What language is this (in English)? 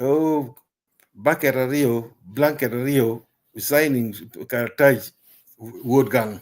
Acoli